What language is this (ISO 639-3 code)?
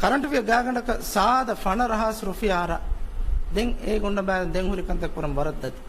div